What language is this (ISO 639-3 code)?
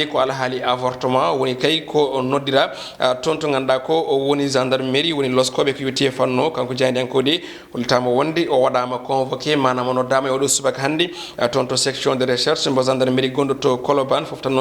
ful